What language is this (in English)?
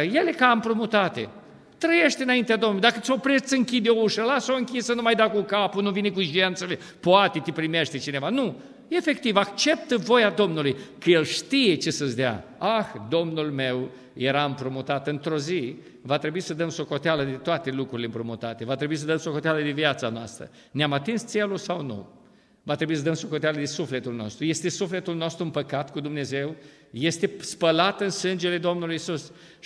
Romanian